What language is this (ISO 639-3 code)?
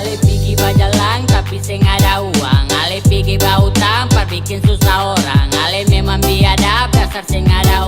abs